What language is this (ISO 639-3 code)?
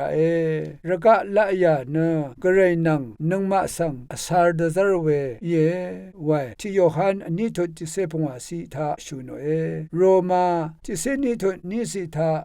raw